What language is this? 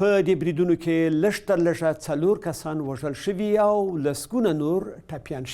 Pashto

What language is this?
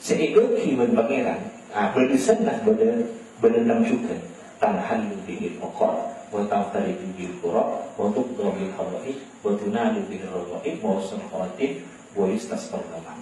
Madurese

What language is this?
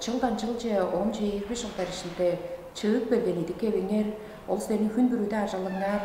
Tuvinian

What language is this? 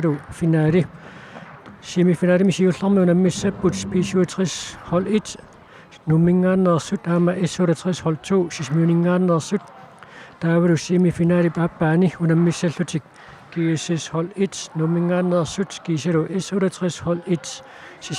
Kalaallisut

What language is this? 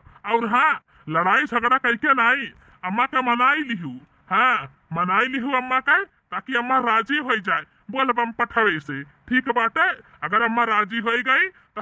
Bhojpuri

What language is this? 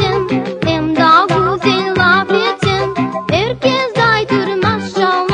Crimean Tatar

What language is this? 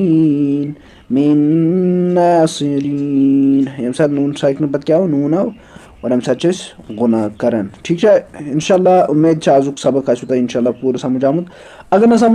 Kashmiri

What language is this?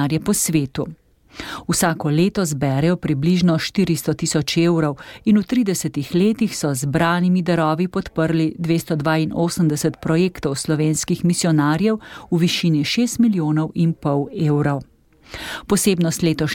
Slovenian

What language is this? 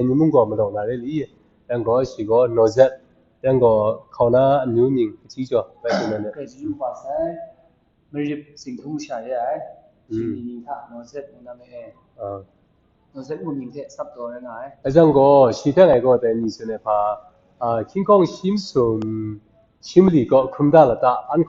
Kachin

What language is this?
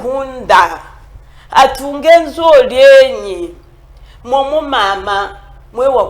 Chokwe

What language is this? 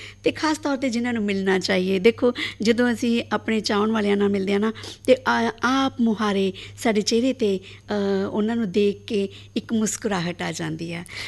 Punjabi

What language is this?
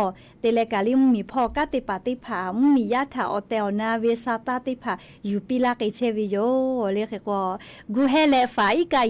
Lahu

